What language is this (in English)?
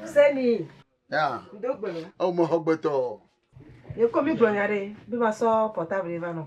Ewe